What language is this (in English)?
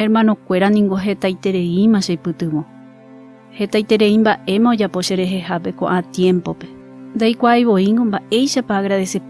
Guarani